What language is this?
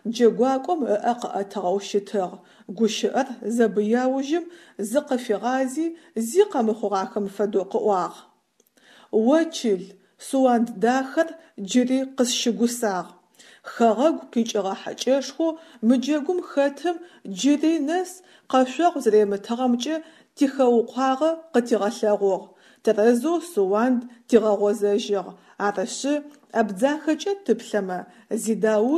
Adyghe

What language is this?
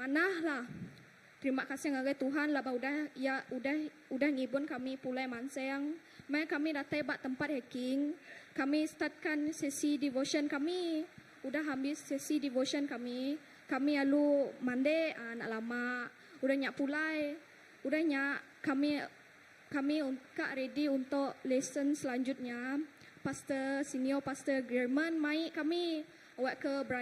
Iban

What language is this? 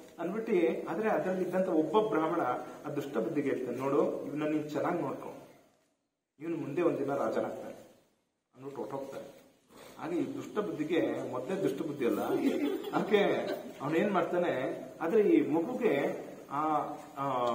Kannada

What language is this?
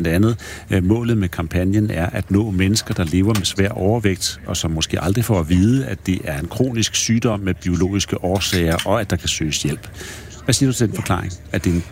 Danish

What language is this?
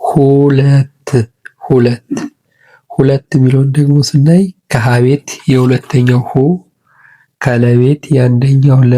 Amharic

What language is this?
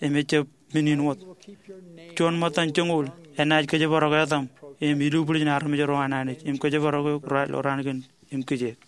Marshallese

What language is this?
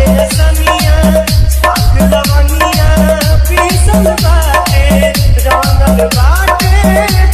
Bhojpuri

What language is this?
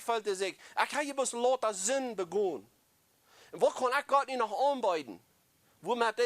Plautdietsch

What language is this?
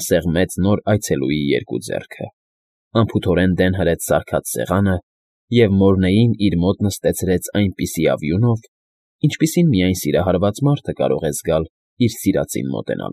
Armenian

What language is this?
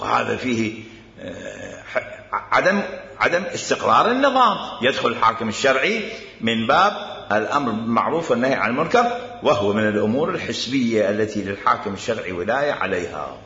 Mesopotamian Arabic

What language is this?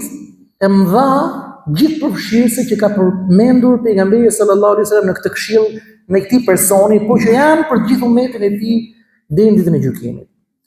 Albanian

